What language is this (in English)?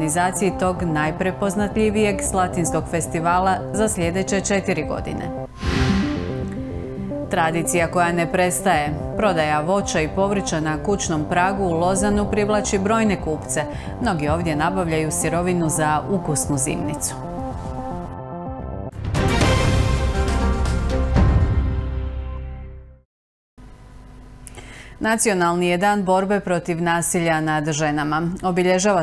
Croatian